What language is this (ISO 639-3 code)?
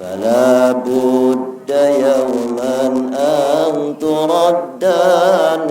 sas